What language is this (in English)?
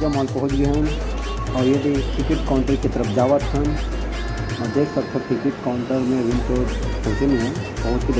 Chhattisgarhi